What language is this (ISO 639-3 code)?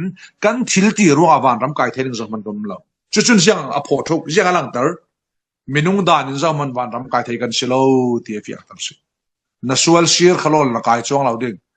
cfm